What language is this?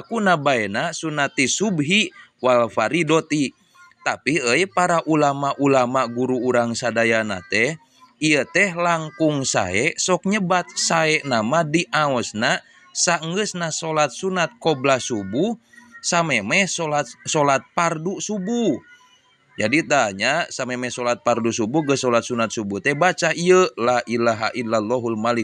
Sundanese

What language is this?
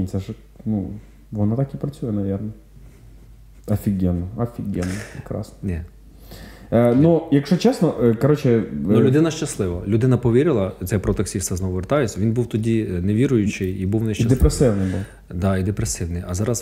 Ukrainian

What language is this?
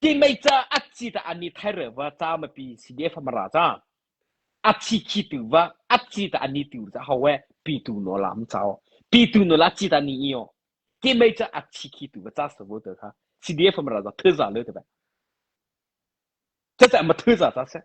Mara Chin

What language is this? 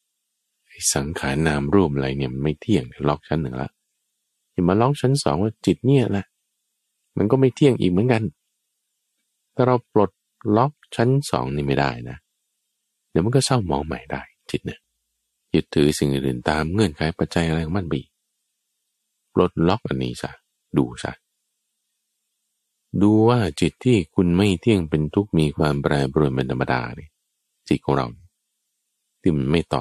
Thai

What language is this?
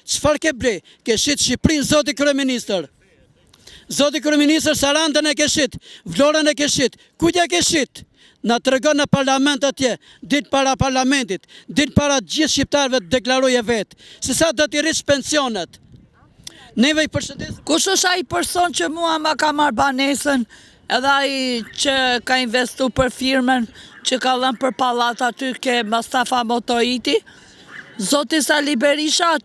Albanian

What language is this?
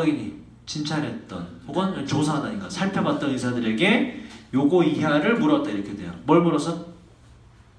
Korean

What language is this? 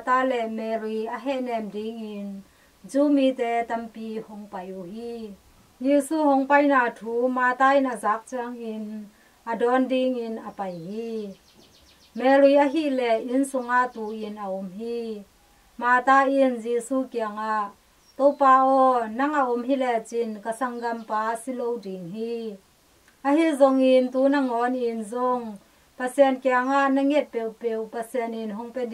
Tedim Chin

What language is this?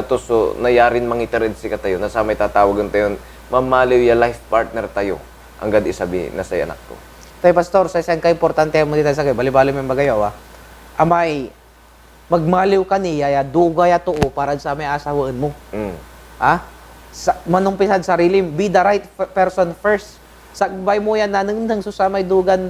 Pangasinan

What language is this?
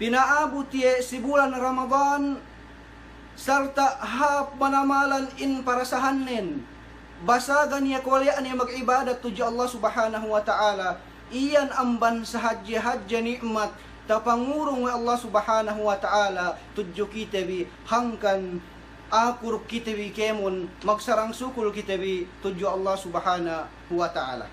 Yakan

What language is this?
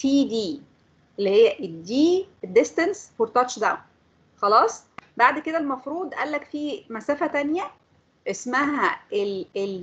Egyptian Arabic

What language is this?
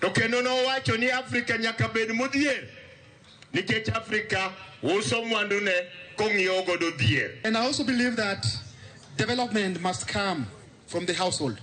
Luo (Kenya and Tanzania)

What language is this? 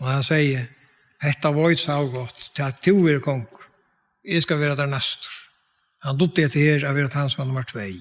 Faroese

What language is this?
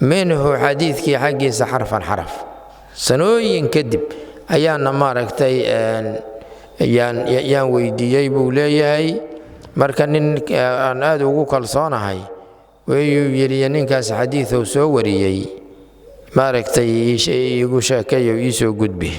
Somali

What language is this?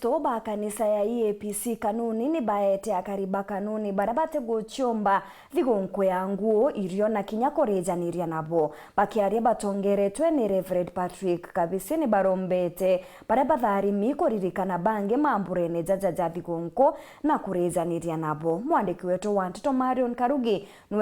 Meru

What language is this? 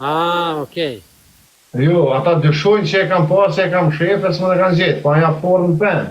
Albanian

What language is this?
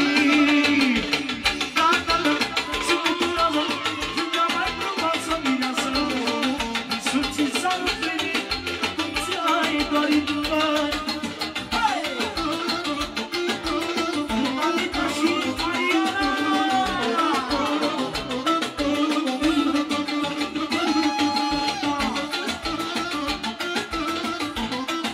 Romanian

